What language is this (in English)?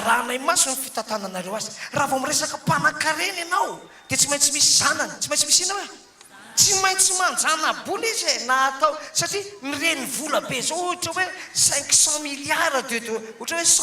Malagasy